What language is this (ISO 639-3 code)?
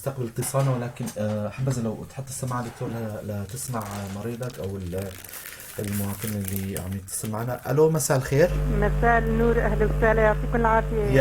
apc